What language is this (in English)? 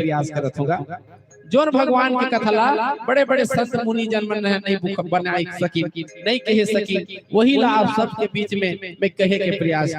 Chhattisgarhi